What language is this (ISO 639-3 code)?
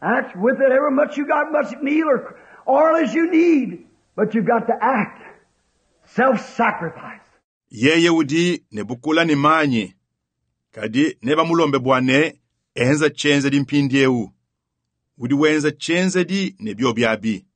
lua